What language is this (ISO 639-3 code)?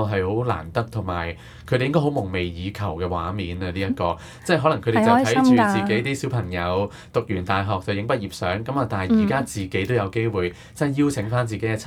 yue